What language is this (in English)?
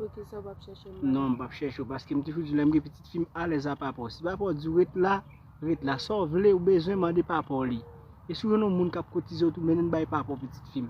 Haitian Creole